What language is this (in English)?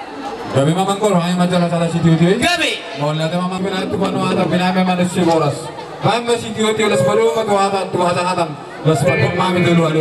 Batak Toba